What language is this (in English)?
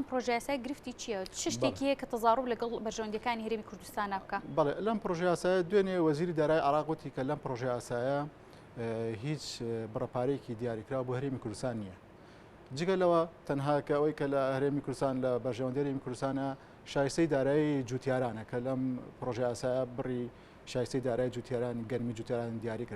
Central Kurdish